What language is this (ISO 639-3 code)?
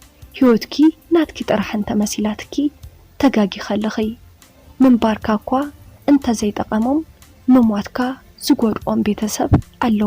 tir